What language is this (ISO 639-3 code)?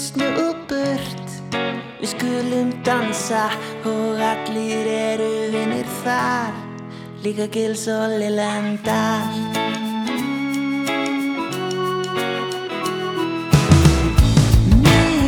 isl